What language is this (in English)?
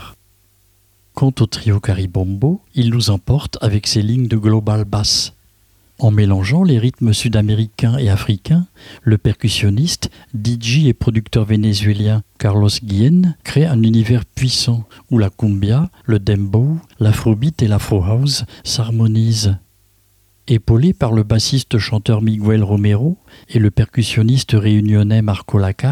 French